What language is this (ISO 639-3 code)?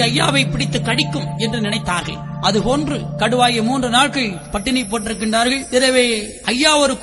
tam